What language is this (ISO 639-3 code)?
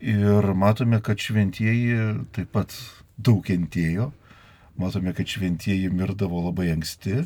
lit